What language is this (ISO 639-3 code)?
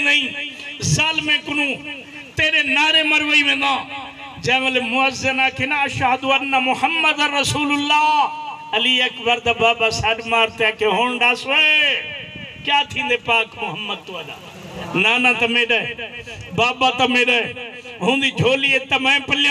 skr